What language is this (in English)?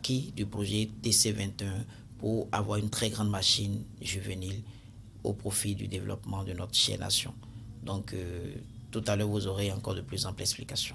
French